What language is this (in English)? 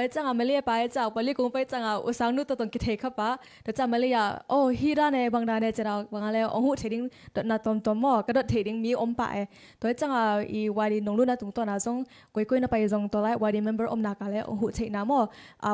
Tedim Chin